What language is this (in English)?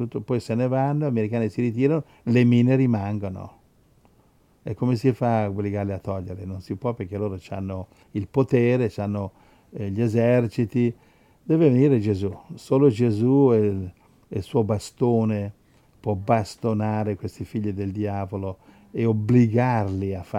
Italian